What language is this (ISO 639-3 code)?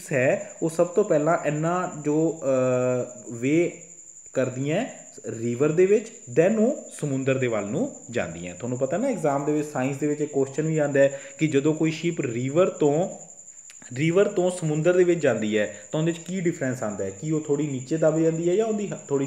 pan